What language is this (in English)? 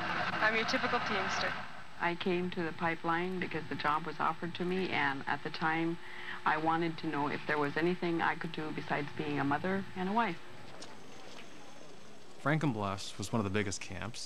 English